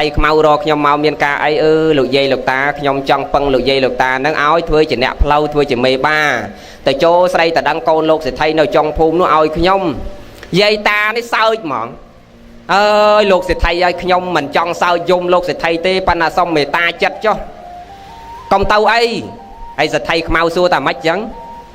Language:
Khmer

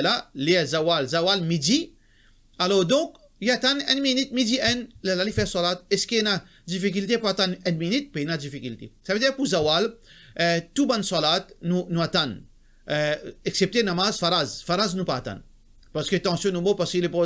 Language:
Morisyen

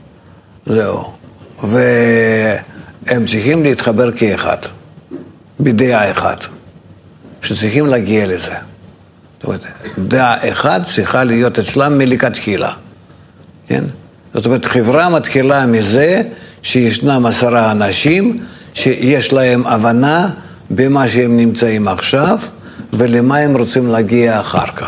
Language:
Hebrew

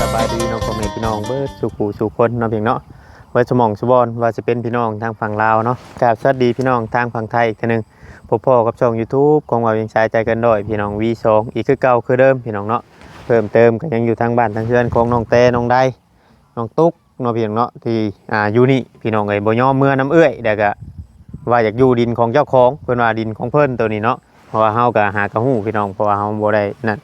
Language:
Northeastern Thai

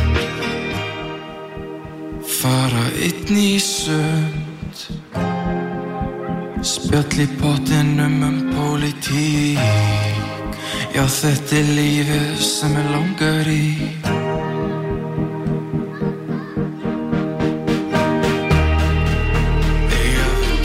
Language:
Icelandic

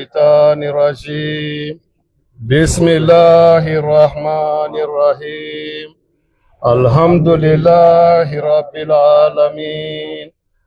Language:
Bambara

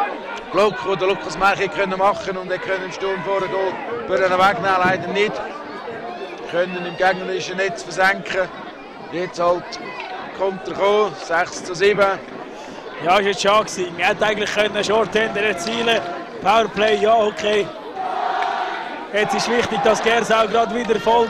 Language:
German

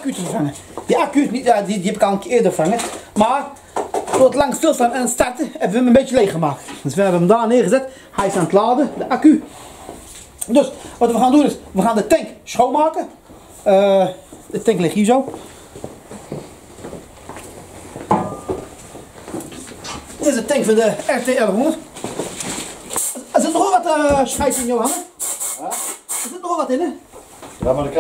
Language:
Dutch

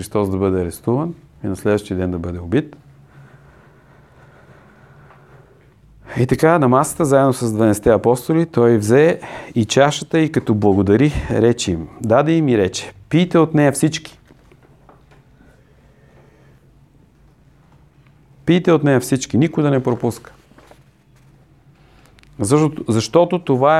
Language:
Bulgarian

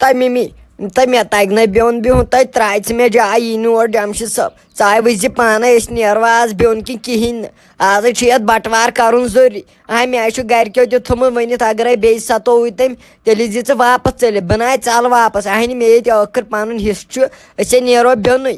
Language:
Kashmiri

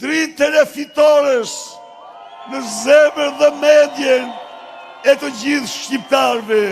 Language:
Albanian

